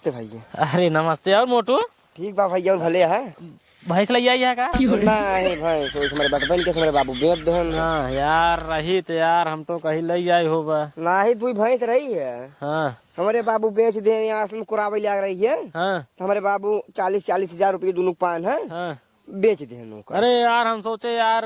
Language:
Awadhi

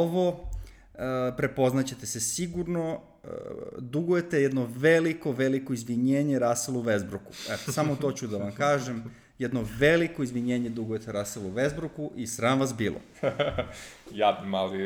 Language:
Serbian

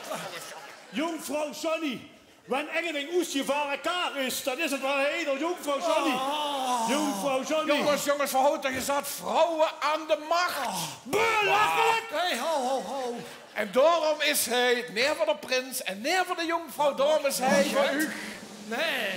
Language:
Limburgish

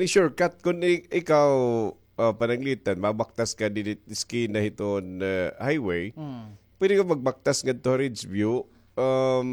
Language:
Waray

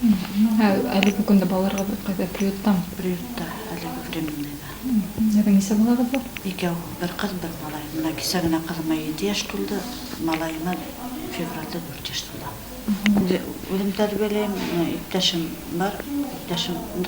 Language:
Bashkir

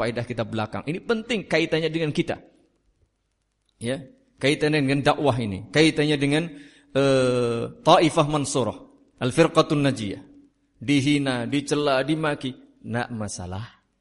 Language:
Indonesian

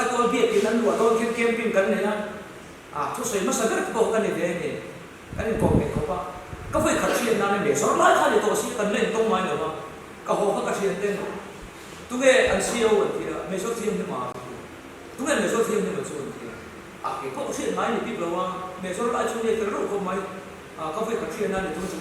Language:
Mizo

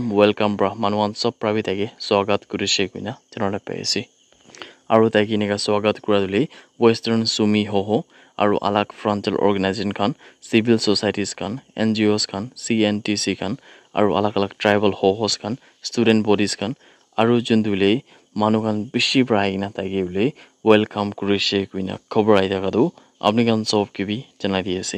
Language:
Naga Pidgin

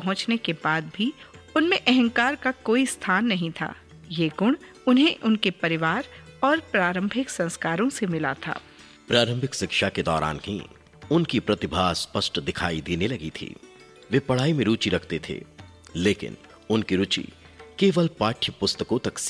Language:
Hindi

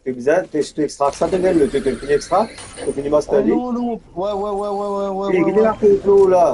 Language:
Morisyen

